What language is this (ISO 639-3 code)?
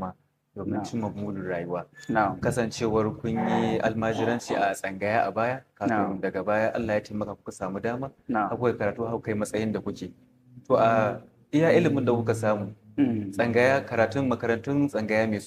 hau